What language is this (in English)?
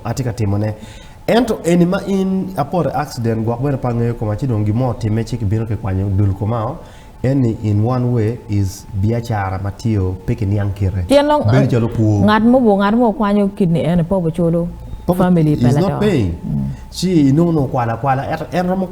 Acoli